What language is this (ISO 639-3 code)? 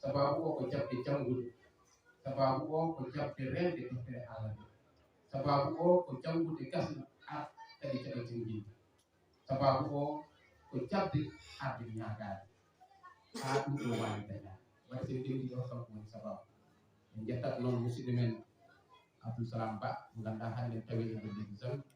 ful